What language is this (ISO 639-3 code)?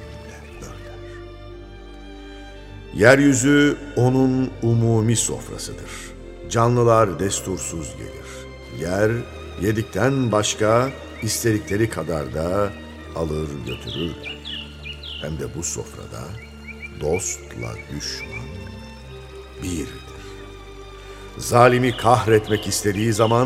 tur